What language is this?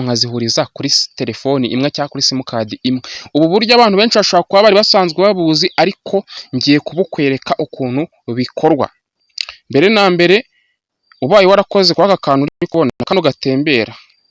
Kinyarwanda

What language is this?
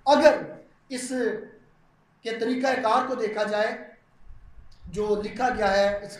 Urdu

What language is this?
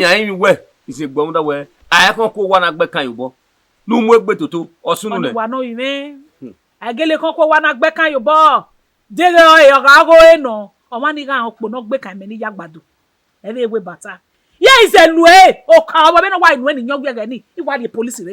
Bini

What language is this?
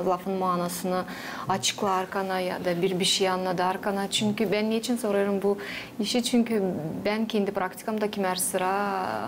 Gagauz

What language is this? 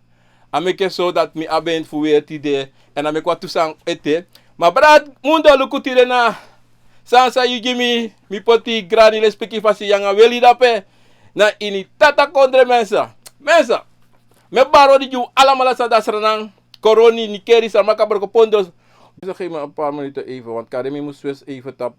Sranan Tongo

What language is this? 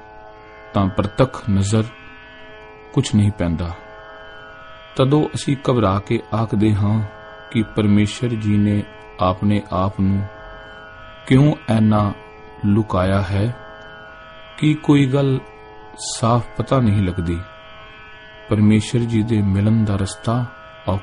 Punjabi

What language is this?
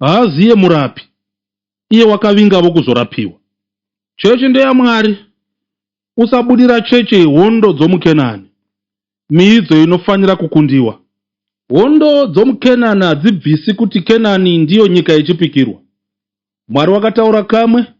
Shona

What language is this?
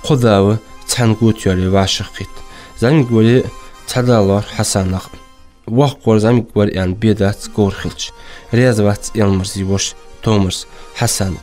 Ingush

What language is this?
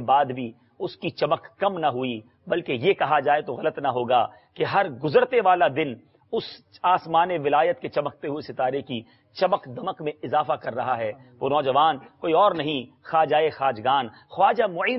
Urdu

